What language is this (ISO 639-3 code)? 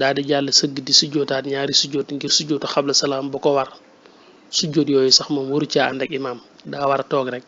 wol